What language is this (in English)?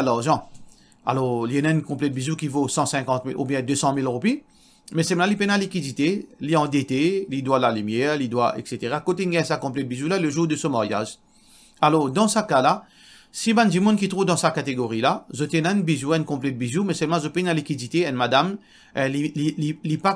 Morisyen